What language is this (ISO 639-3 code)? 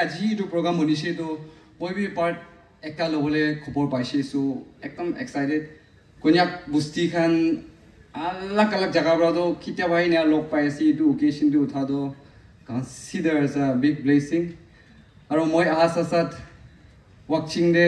nag